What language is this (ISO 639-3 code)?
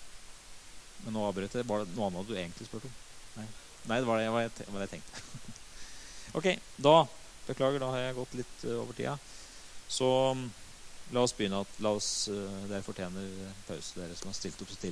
nor